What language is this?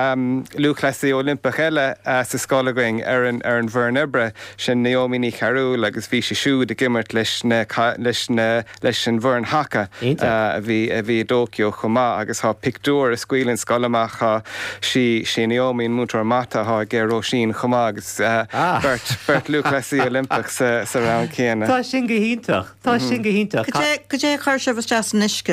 Irish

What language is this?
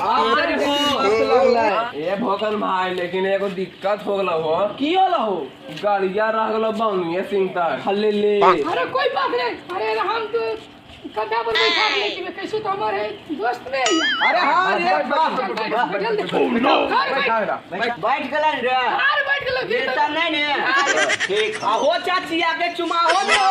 Magahi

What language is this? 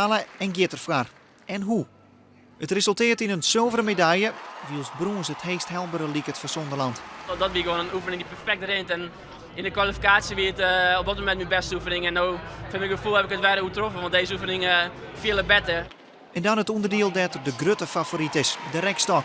Western Frisian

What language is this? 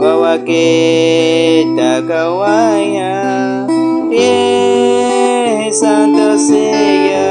Baniwa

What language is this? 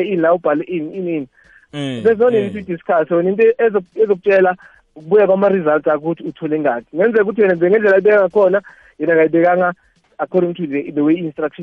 South Ndebele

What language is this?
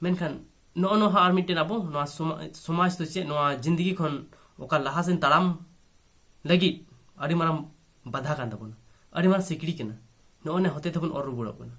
Santali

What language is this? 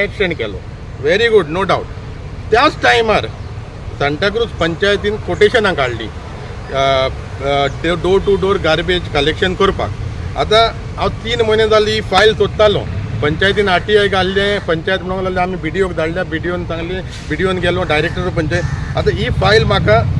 Konkani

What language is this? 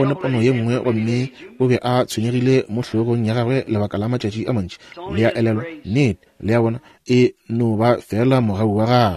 Northern Sotho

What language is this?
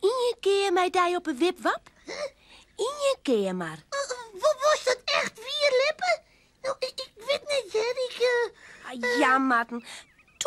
Western Frisian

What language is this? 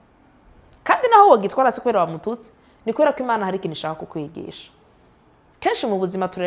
Rundi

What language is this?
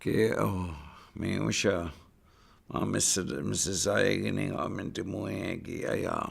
Chippewa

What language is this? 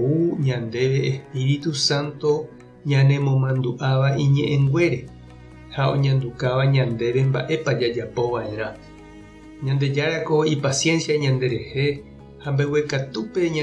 Guarani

